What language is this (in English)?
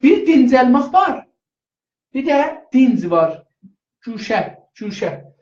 South Azerbaijani